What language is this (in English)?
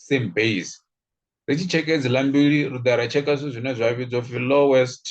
Venda